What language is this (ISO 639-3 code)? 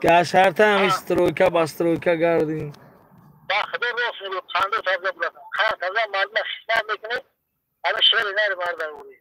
tgk